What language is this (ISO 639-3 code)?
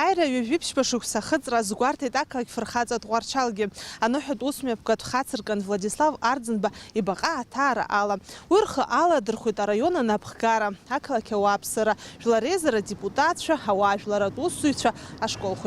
abk